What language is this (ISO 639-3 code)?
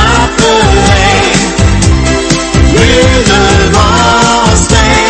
dan